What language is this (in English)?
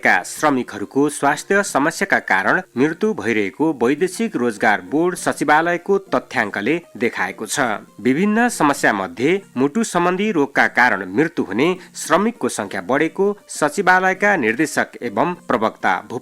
Nepali